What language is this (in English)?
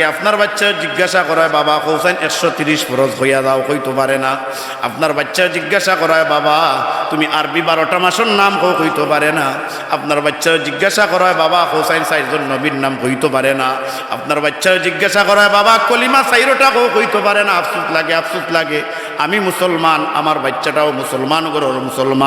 Sylheti